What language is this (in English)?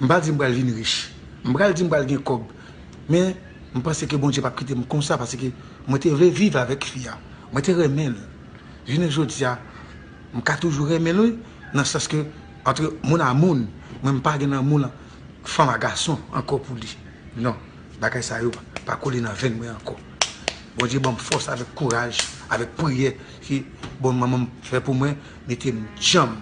Haitian Creole